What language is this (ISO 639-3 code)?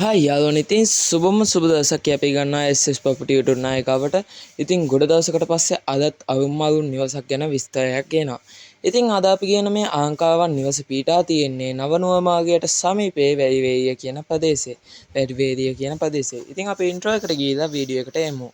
sin